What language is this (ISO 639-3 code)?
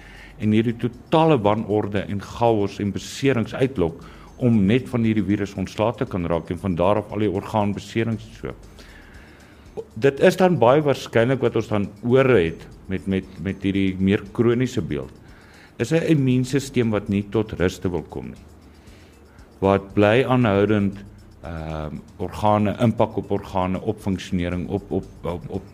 afr